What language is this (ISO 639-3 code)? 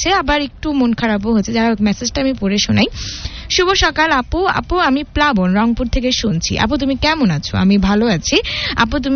ben